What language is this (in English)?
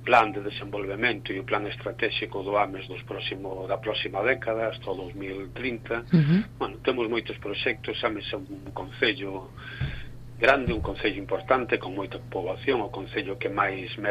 Galician